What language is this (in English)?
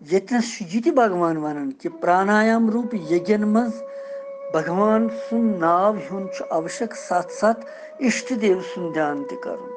Kashmiri